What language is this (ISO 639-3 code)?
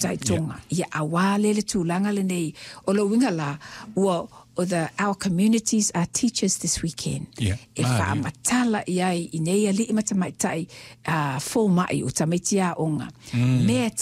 smo